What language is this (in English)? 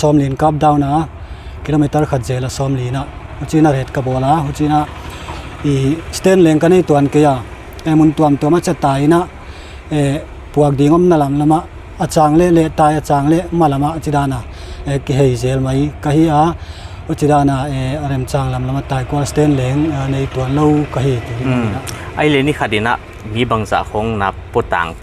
Paite Chin